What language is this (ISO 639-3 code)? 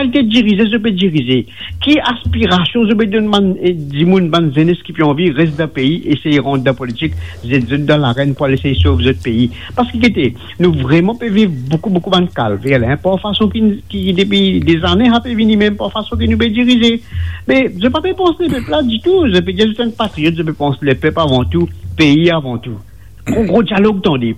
mfe